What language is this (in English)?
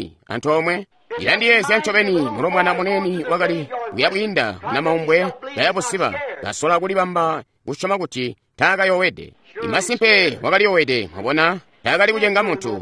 Tonga (Zambia)